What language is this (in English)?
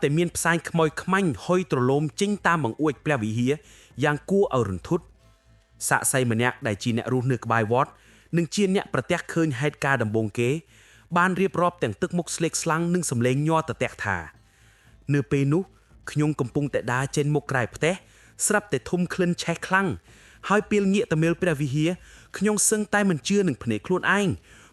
Khmer